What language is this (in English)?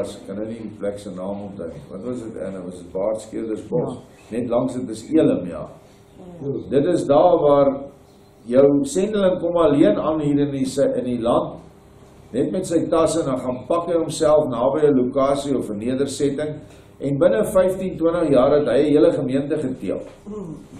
Afrikaans